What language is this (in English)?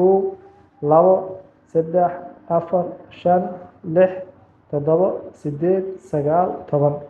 Somali